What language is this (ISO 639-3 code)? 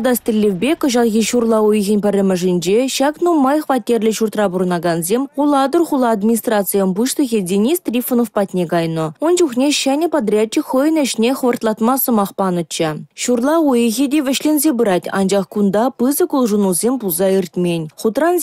chv